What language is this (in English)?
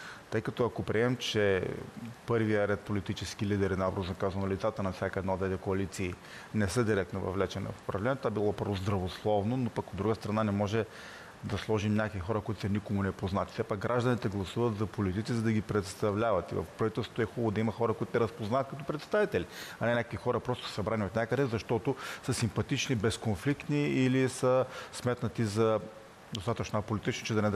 Bulgarian